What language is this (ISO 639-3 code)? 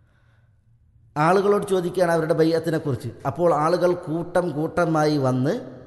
mal